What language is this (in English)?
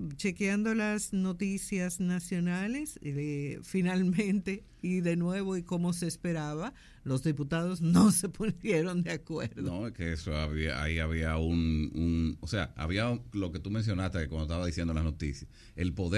Spanish